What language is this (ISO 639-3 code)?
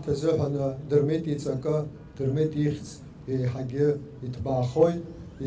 abk